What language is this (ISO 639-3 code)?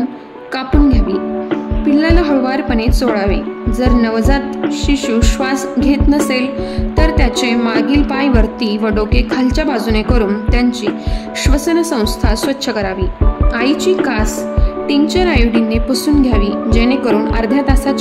mar